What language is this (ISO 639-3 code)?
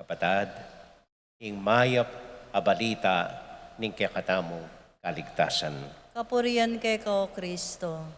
pam